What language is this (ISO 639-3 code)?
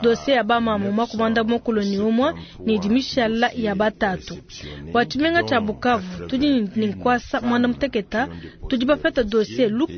lua